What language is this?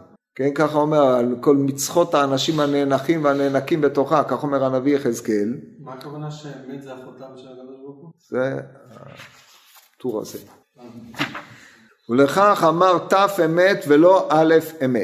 Hebrew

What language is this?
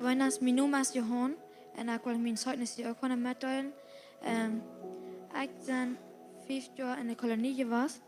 Plautdietsch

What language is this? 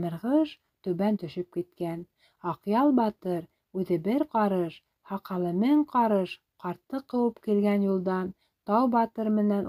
Bashkir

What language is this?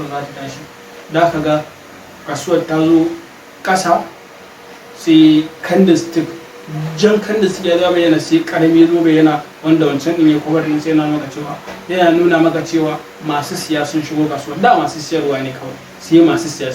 Hausa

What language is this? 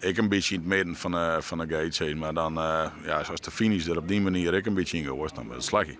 Western Frisian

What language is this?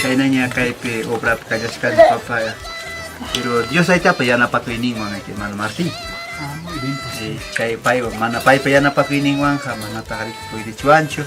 Ayacucho Quechua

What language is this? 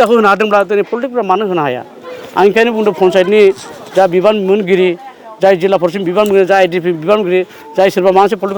Bodo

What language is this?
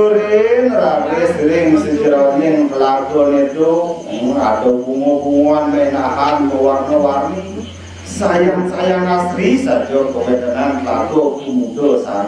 Balinese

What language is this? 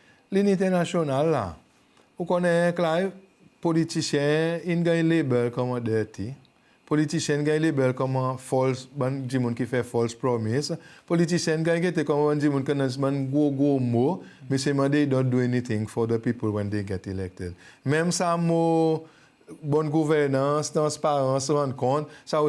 Seselwa Creole French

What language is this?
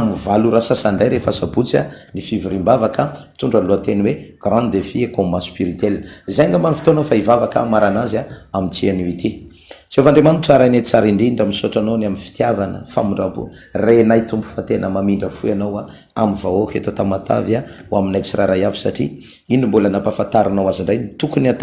Malagasy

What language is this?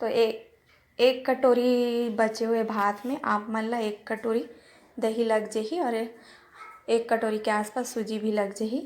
Chhattisgarhi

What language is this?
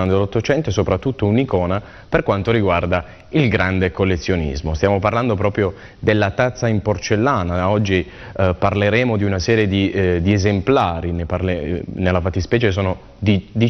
Italian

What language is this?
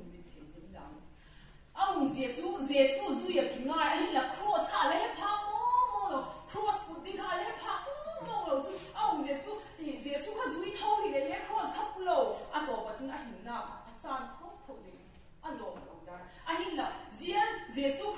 Vaiphei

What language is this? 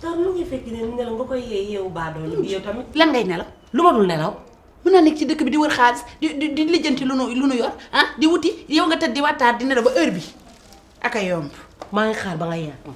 Wolof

